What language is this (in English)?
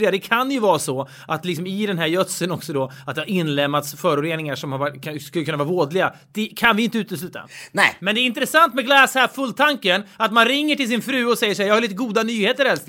Swedish